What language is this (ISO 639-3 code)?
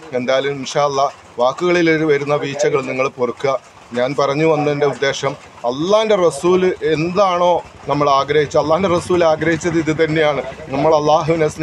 mal